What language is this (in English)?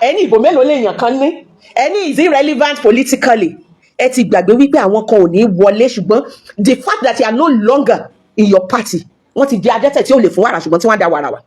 Yoruba